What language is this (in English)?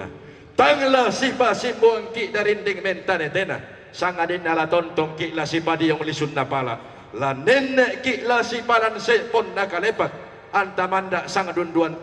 Toraja-Sa'dan